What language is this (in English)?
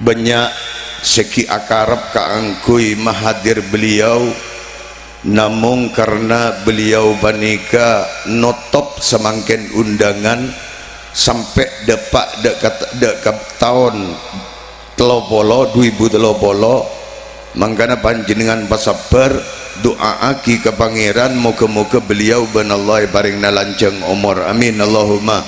Madurese